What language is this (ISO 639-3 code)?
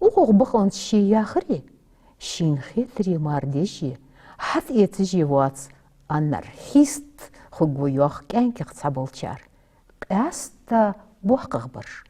inh